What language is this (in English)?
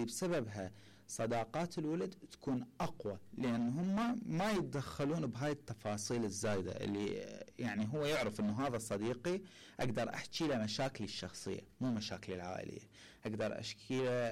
Mesopotamian Arabic